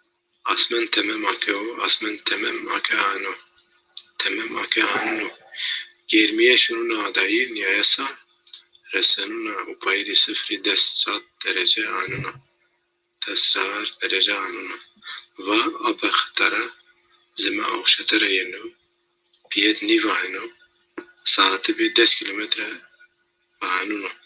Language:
Zaza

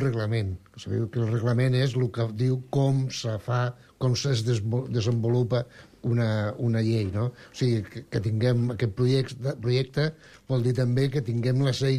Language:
Catalan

